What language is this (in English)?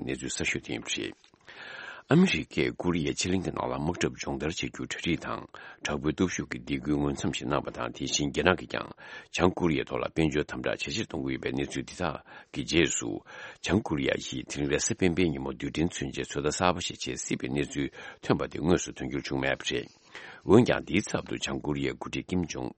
Tibetan